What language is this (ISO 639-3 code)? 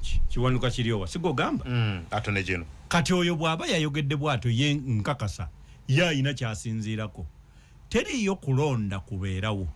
lug